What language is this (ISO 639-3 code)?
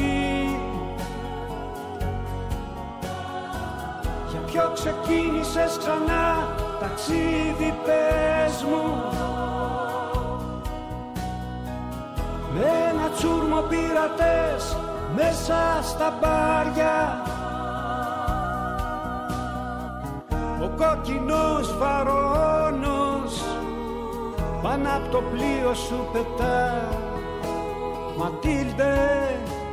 ell